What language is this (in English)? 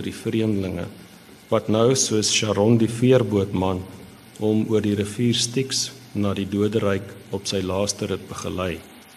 Afrikaans